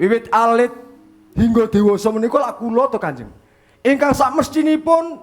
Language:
Javanese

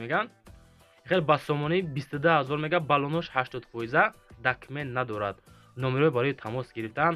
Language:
Tajik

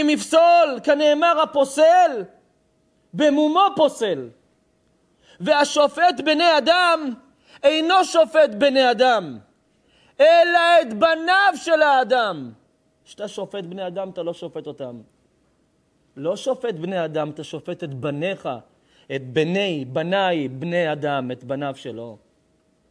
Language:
Hebrew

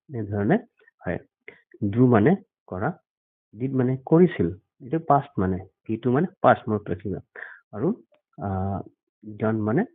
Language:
Assamese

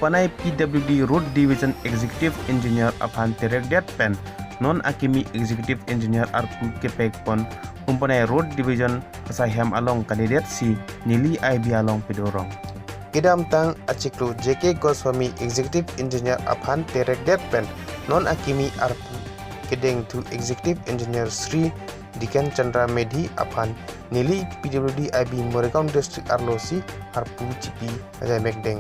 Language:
Karbi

